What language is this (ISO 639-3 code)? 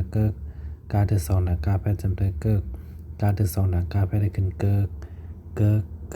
shn